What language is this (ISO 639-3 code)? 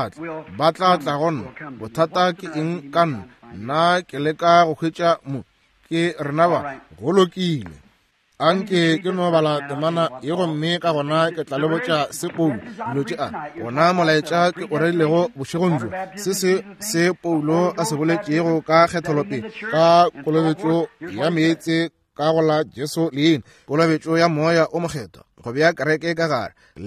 nso